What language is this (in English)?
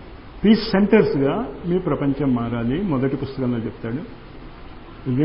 Telugu